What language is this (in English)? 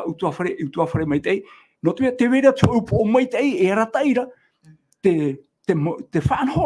Tahitian